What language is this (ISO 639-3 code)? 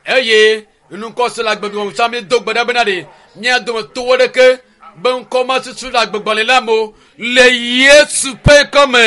ewe